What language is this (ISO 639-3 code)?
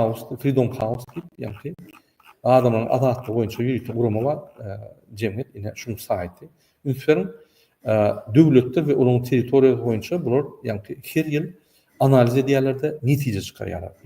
tuk